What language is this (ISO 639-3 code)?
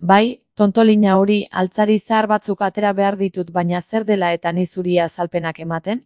eus